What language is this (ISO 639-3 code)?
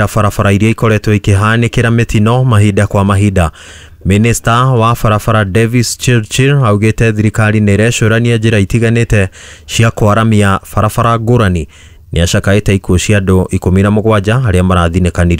kik